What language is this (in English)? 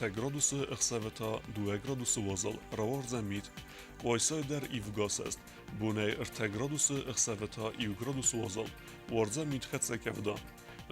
Ossetic